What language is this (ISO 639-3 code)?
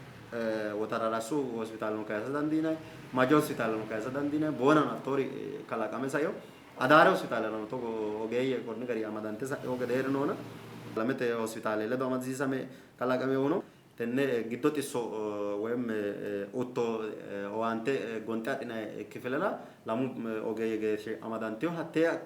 sid